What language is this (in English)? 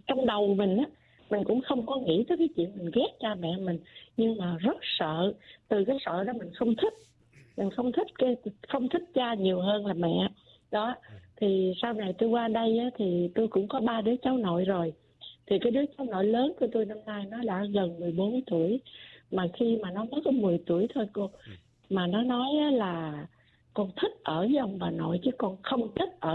Vietnamese